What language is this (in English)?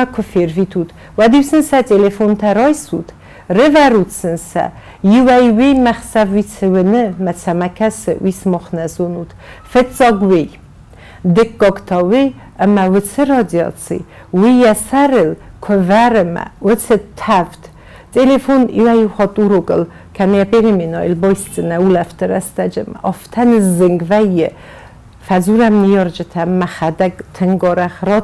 Ossetic